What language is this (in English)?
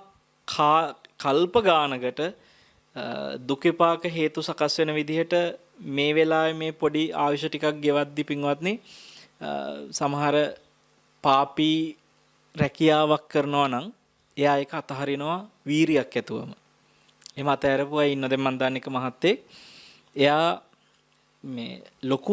Sinhala